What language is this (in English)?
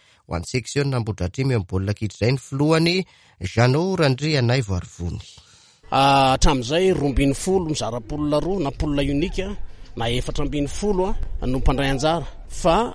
Malagasy